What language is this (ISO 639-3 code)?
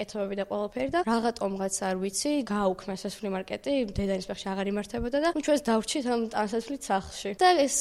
kat